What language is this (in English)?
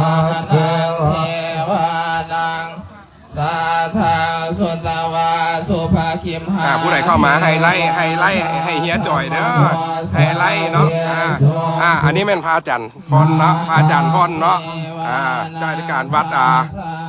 Lao